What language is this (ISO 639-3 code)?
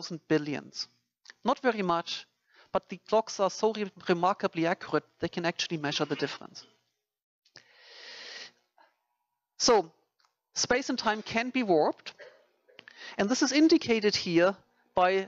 eng